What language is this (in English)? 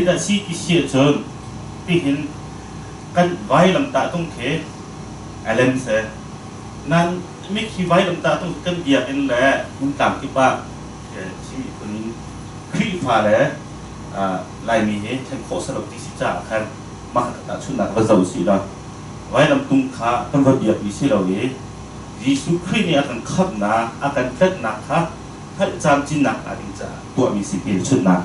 Hakha Chin